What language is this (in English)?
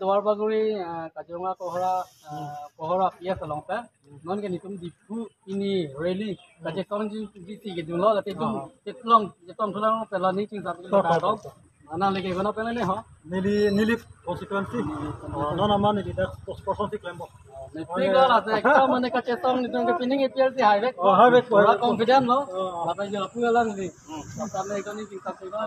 Karbi